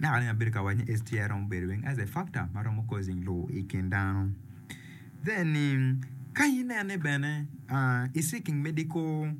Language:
Acoli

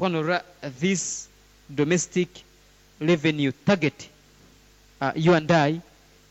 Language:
Nyoro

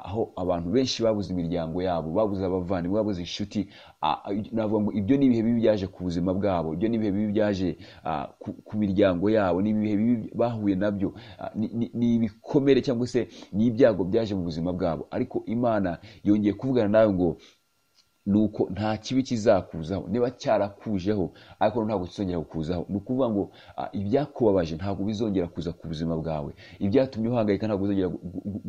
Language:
Kinyarwanda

